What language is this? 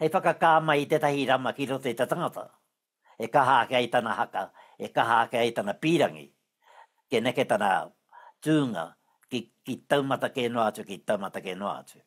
Māori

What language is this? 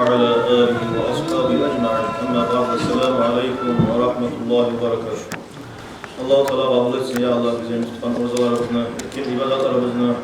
Kumyk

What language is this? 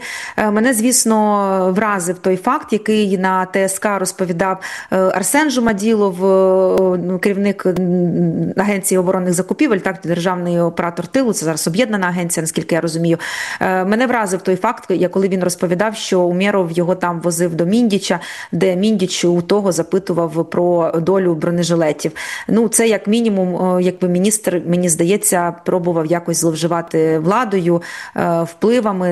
Ukrainian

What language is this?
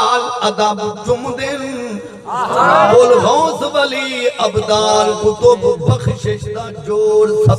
Saraiki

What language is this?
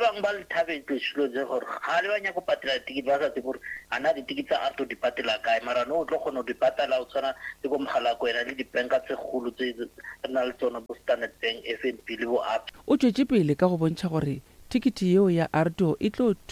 Northern Sotho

